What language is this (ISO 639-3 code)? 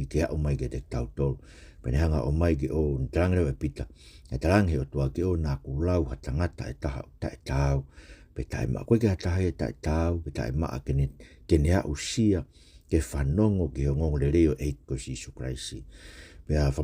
ton